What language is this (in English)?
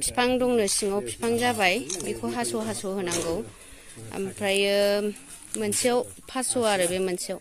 Bodo